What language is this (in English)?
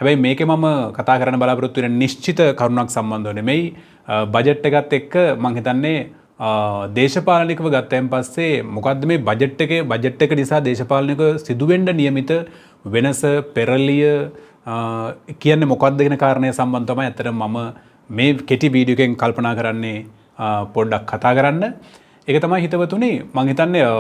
Sinhala